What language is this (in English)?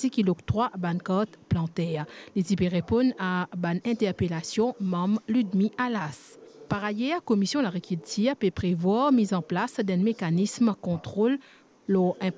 Morisyen